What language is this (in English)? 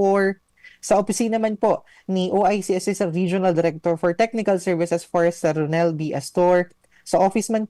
Bikol